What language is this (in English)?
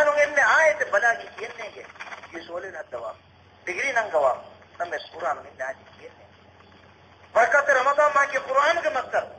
Divehi